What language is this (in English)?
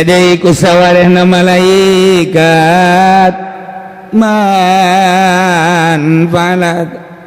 Sundanese